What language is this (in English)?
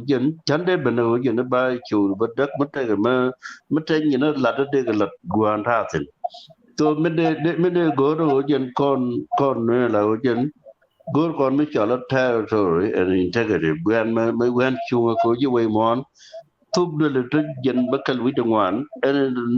Nuer